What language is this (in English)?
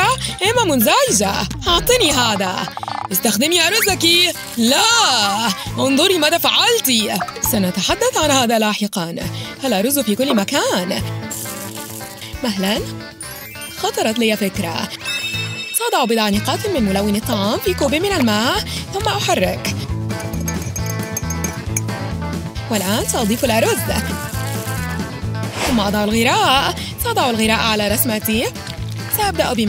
Arabic